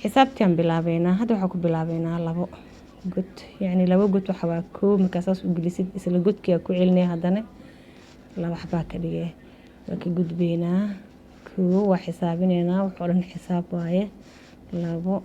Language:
Somali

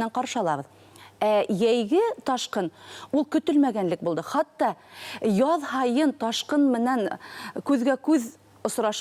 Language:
Bashkir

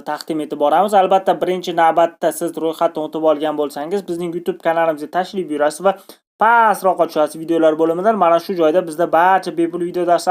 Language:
Uzbek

